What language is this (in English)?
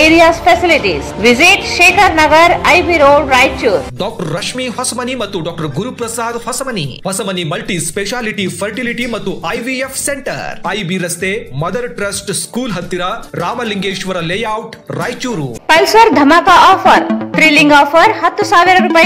Kannada